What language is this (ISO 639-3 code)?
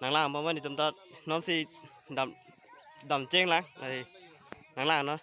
mjw